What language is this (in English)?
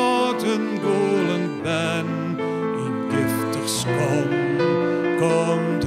Western Frisian